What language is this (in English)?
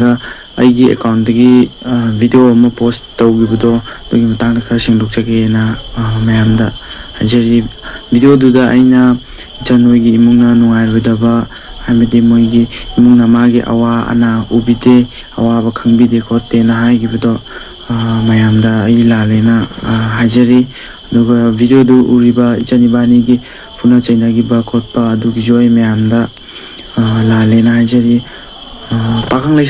Manipuri